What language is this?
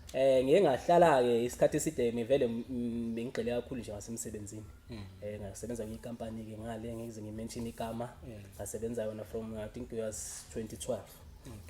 Zulu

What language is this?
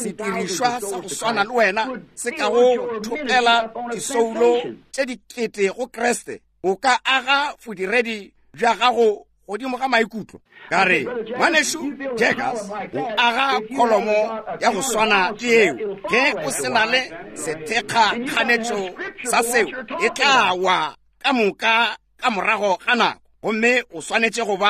Northern Sotho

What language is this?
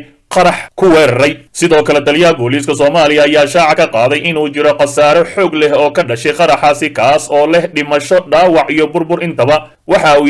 Somali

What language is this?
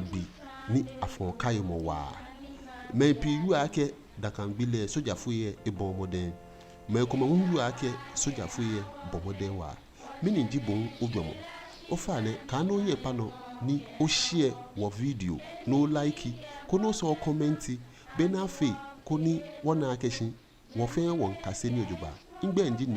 Ga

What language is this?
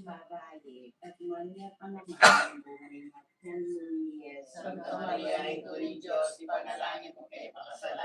Pampanga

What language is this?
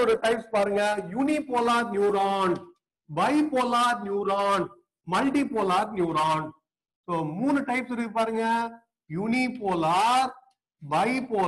Tamil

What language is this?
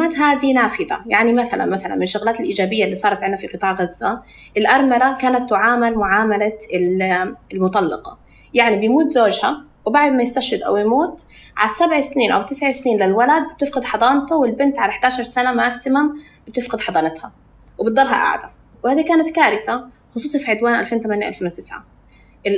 North Levantine Arabic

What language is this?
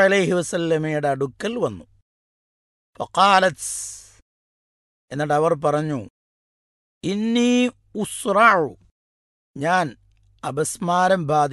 Malayalam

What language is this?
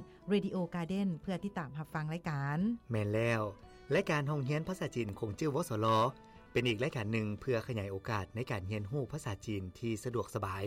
Lao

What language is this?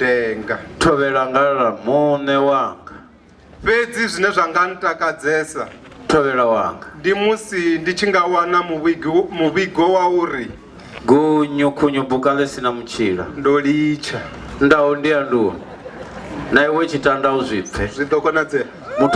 Venda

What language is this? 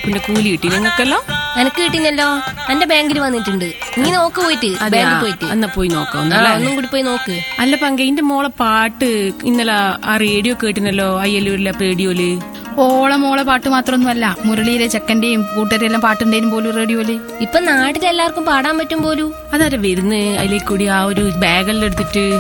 Malayalam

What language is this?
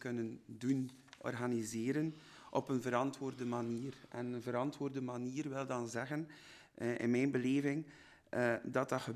Dutch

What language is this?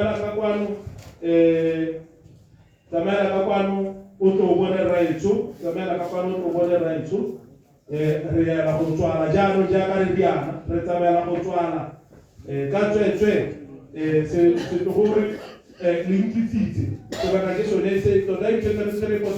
Tswana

